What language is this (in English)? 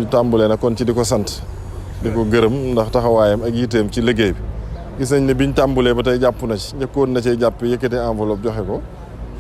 Wolof